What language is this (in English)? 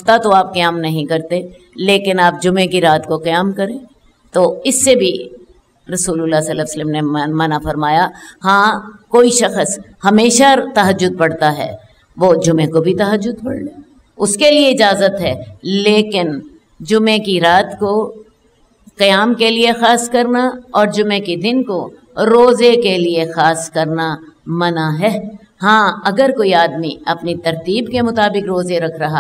Urdu